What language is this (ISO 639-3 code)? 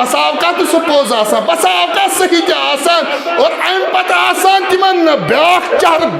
kas